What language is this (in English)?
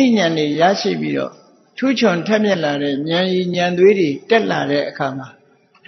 Burmese